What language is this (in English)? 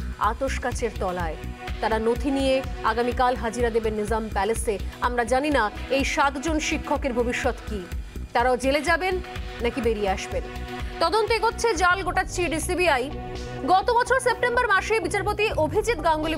Bangla